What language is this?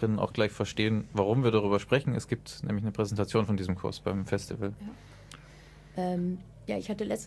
German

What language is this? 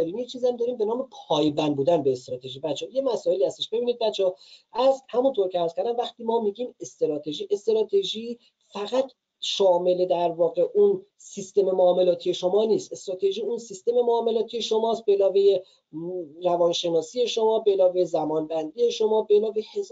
Persian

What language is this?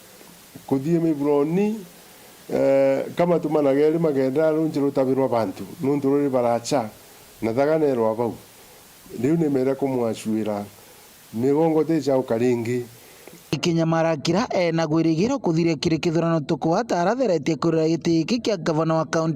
Meru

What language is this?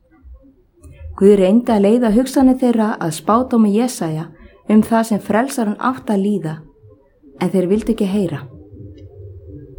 Icelandic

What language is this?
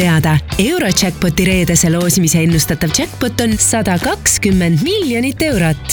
Estonian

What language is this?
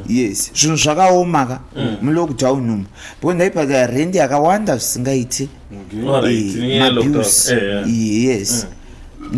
Shona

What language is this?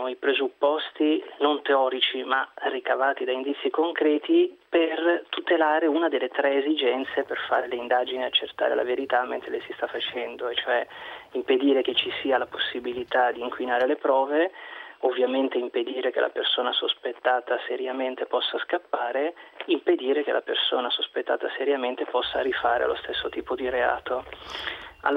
Italian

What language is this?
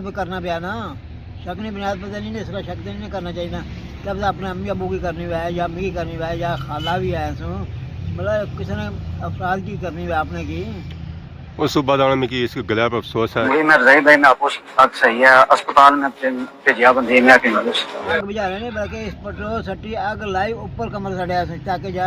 Pahari-Potwari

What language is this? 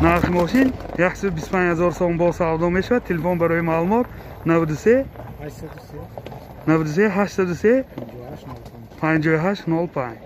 Tajik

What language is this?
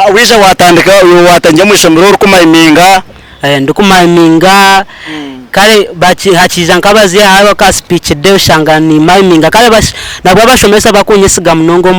Nyankole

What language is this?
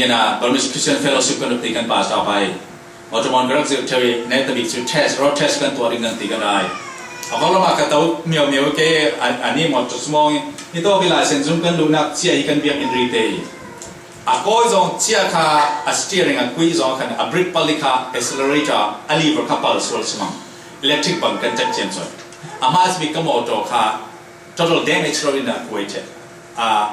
Falam Chin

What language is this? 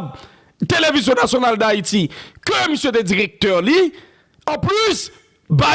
Haitian Creole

